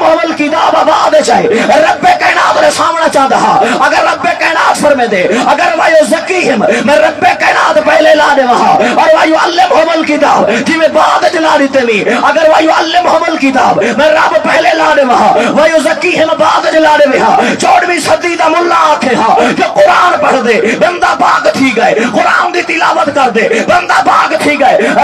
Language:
Saraiki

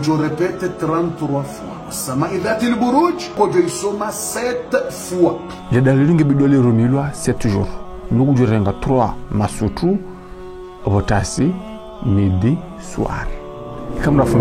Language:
Ngazidja Comorian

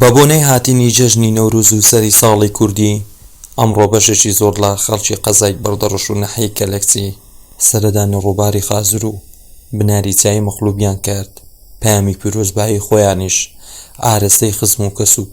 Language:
Central Kurdish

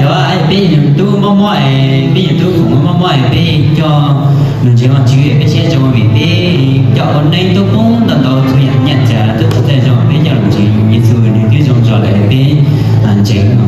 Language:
Hmong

